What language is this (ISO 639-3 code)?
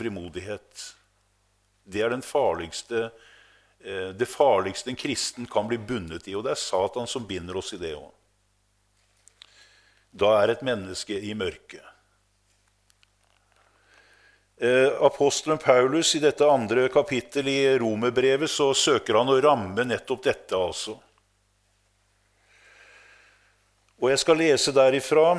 nor